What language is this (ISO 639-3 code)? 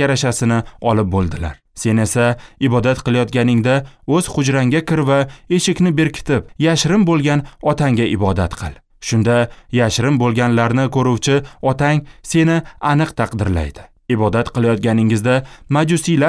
uzb